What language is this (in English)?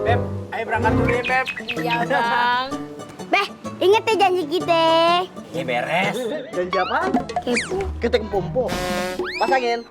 Betawi